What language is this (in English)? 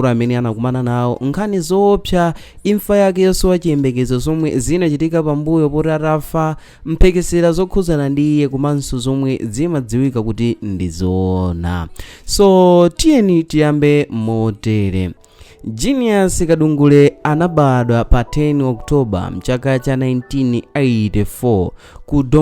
Nyanja